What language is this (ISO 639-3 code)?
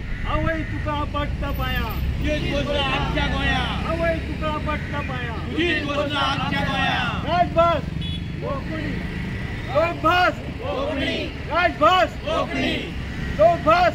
kok